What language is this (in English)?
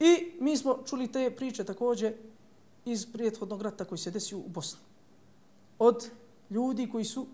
Bosnian